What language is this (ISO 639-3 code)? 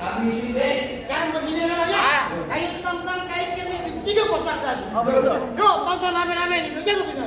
bew